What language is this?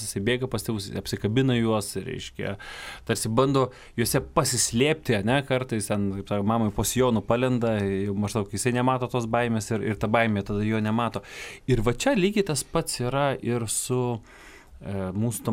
Lithuanian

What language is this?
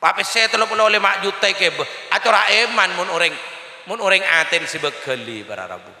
Madurese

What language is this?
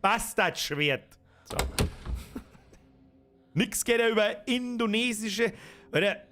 Bavarian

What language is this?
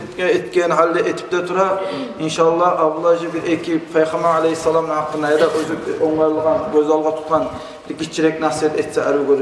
Kumyk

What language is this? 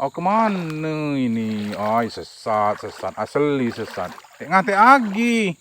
Musi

